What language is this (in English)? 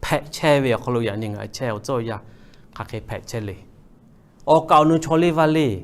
Lahu